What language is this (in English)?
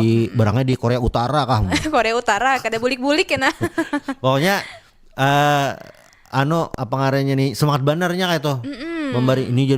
Banjar